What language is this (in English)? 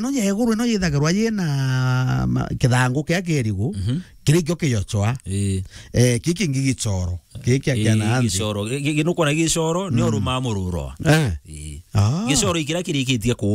Meru